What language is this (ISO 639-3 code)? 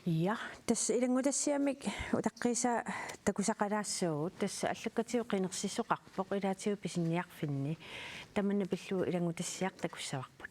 kal